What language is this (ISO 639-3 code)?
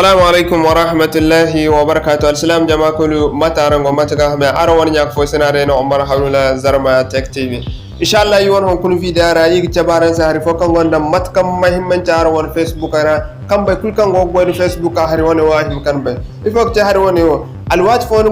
dje